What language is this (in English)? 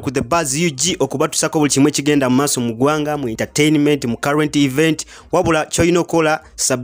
Ganda